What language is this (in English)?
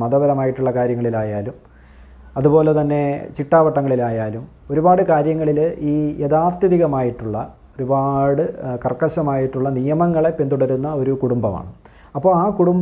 Malayalam